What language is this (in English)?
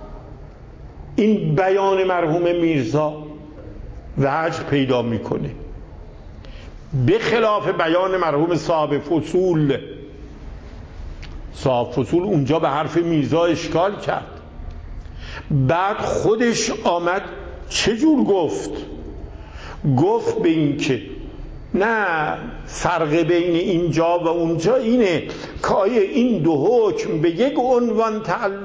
Persian